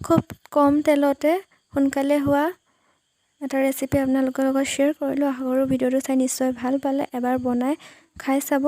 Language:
Assamese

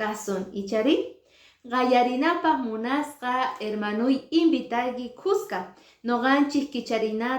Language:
Quechua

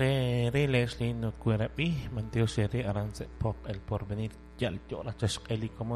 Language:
Kekchí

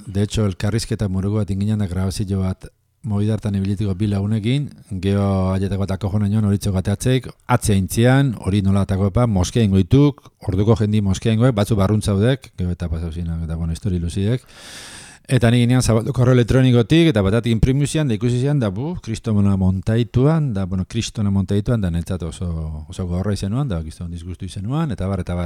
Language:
Basque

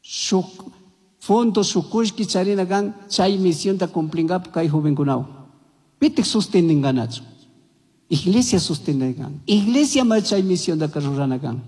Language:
Chimborazo Highland Quichua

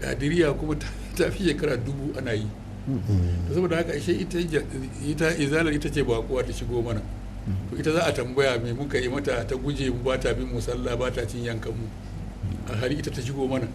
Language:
Hausa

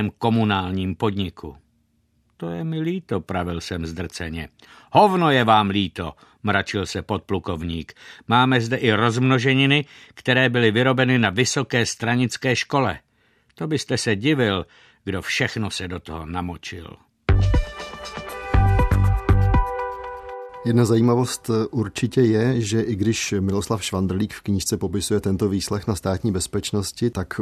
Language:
Czech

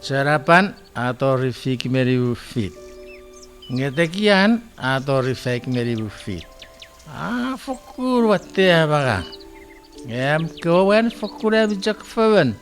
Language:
Chuukese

